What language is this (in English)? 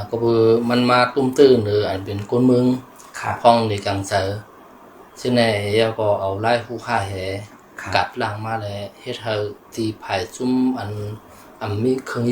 Shan